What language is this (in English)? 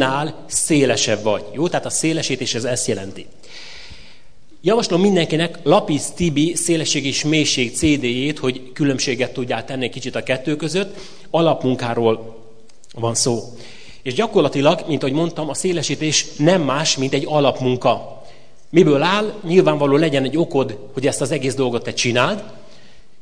Hungarian